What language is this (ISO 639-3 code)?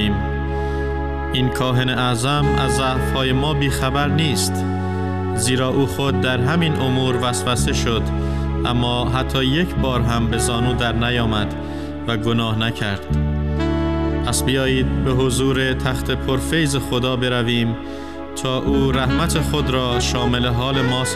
fas